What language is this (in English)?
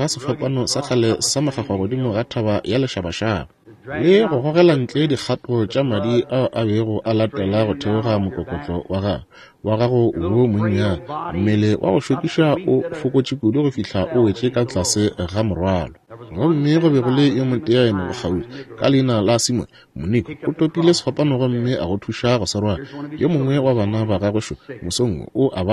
Northern Sotho